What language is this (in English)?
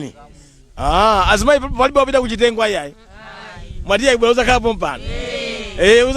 Nyanja